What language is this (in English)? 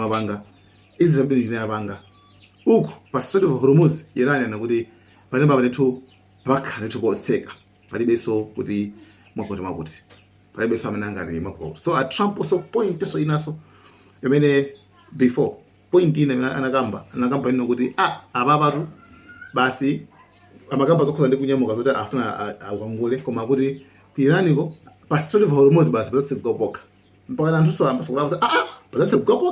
Nyanja